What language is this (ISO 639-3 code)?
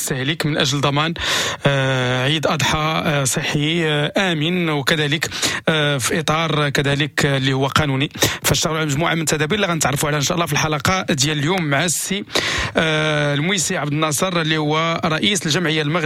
ary